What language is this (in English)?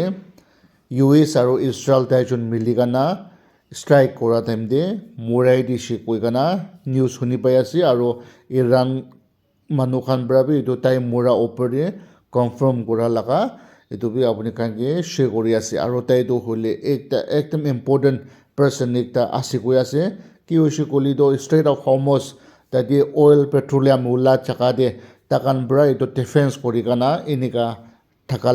Naga Pidgin